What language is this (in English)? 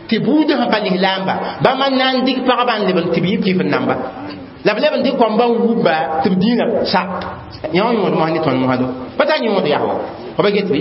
Mossi